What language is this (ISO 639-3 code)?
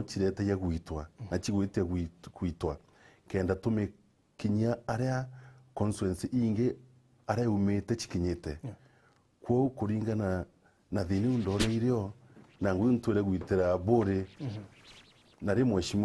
mer